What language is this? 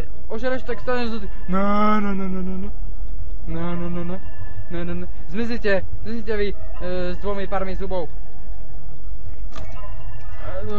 Slovak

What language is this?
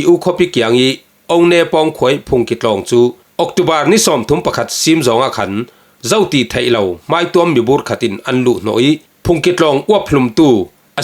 Falam Chin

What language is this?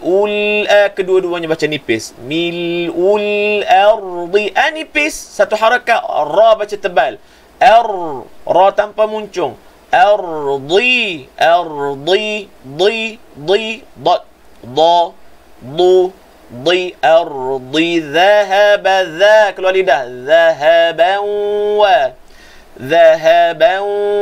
Malay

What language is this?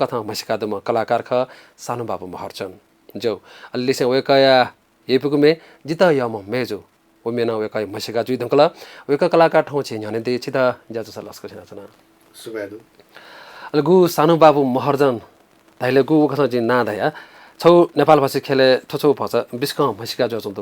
Newari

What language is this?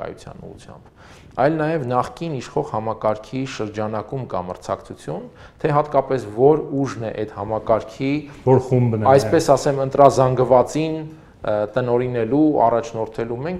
Armenian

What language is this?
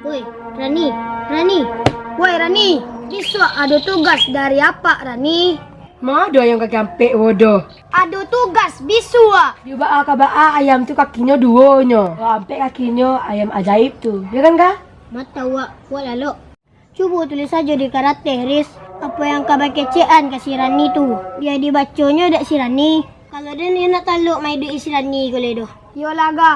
Minangkabau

